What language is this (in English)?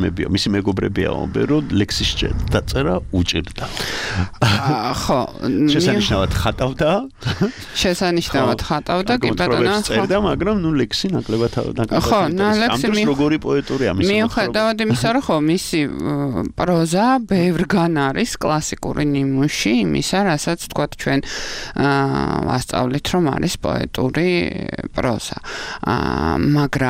Georgian